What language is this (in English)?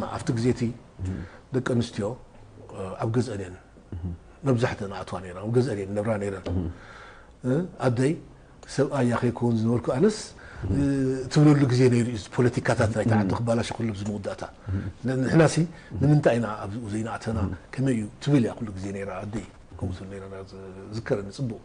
Tigrinya